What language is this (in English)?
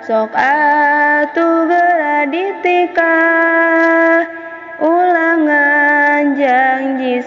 Sundanese